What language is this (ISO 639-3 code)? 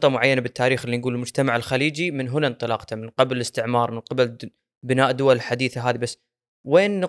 afb